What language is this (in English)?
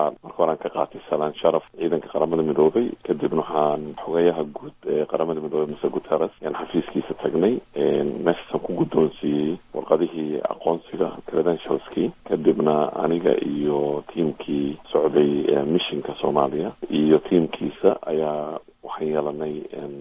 Somali